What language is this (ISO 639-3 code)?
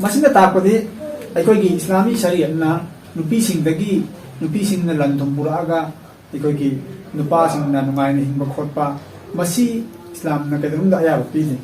mni